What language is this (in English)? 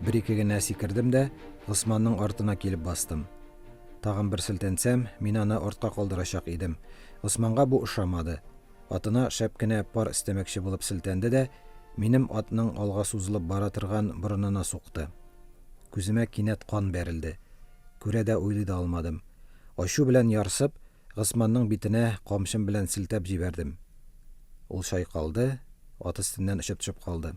Tatar